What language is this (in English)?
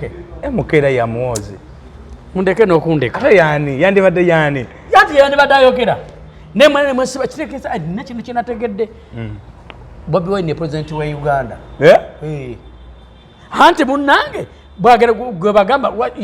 Ganda